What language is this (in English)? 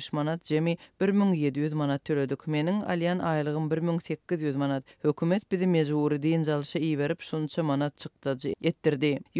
Turkmen